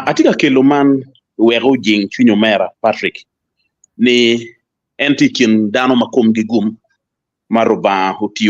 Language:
Acoli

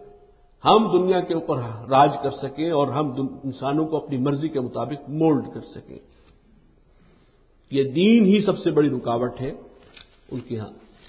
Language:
Urdu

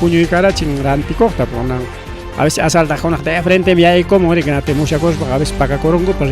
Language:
Ayacucho Quechua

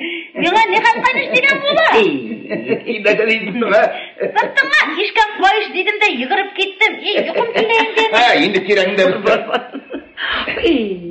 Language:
Tatar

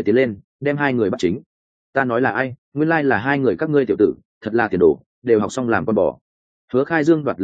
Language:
Vietnamese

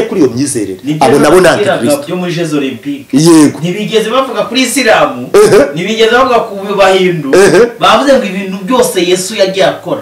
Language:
Kinyarwanda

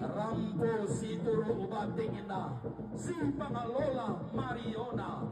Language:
Toraja-Sa'dan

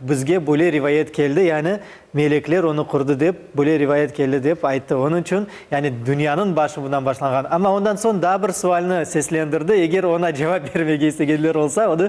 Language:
Crimean Tatar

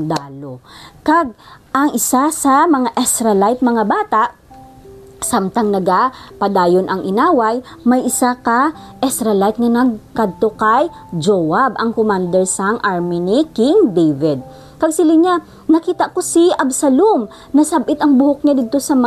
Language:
Hiligaynon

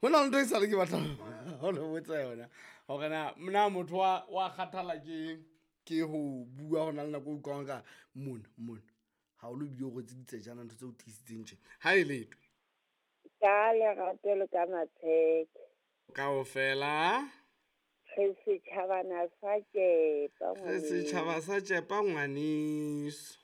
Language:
Southern Sotho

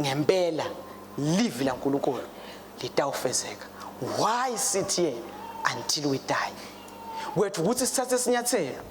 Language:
Swati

